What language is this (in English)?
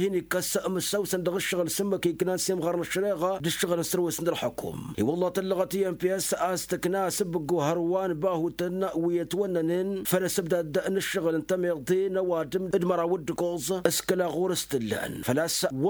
Tamasheq